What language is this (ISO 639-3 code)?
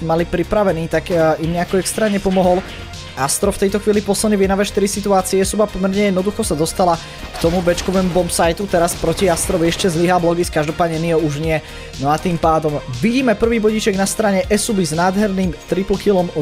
slk